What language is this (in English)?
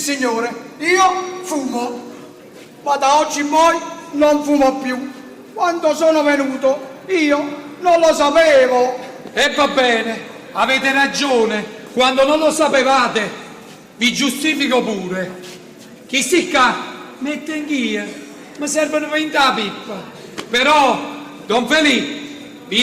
Neapolitan